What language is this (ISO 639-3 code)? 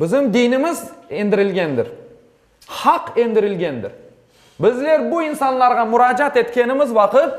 crh